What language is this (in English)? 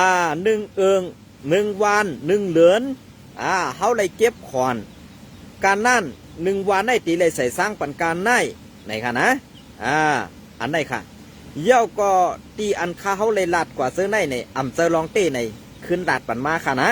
Shan